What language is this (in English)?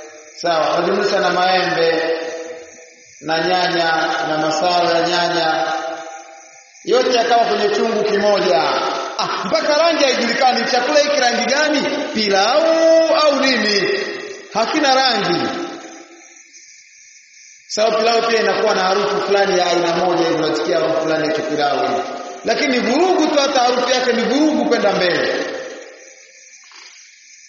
Swahili